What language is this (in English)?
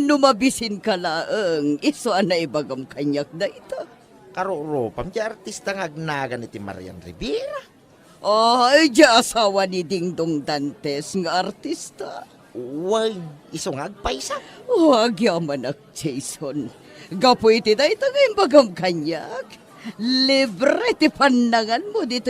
Iloko